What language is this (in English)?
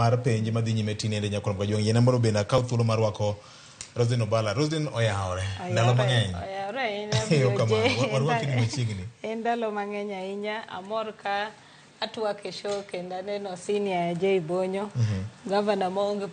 Luo (Kenya and Tanzania)